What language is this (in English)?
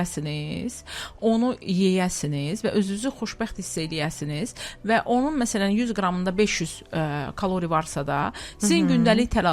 Azerbaijani